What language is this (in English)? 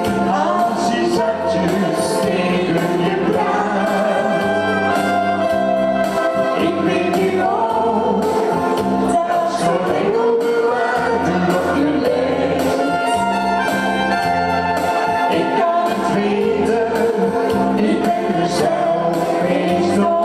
Dutch